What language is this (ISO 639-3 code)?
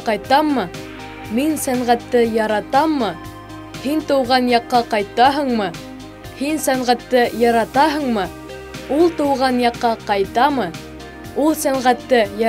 bak